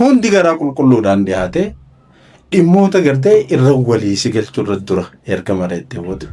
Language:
Oromo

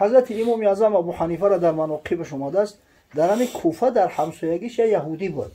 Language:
Tajik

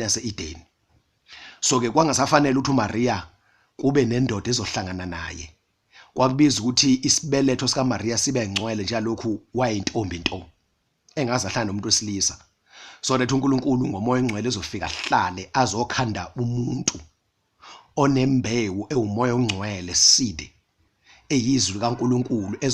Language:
Zulu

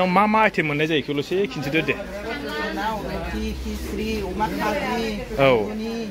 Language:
Bodo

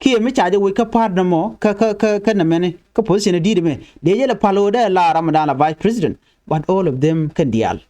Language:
Nuer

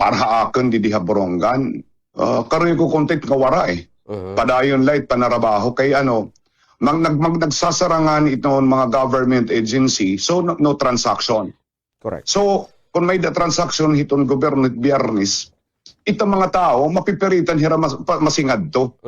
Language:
Waray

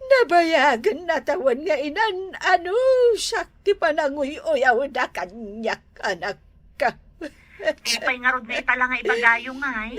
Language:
Iloko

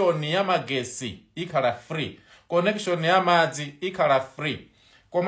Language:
Nyanja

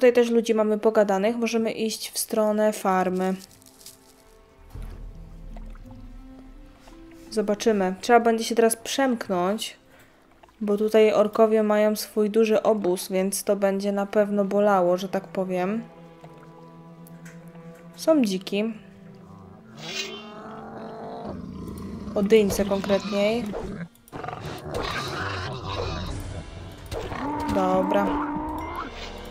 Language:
Polish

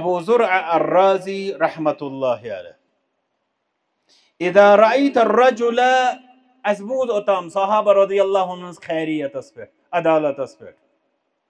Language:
Kashmiri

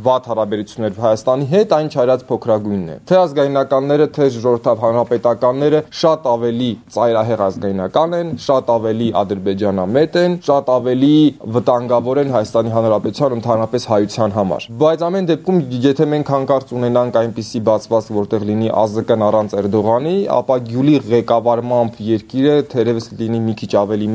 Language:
Armenian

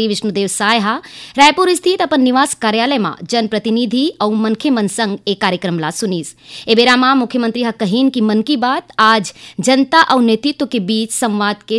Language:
Chhattisgarhi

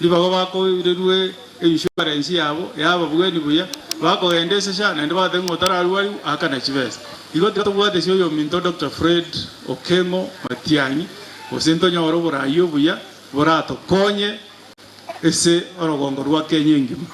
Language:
Gusii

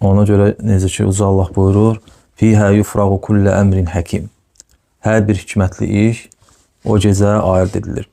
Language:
Azerbaijani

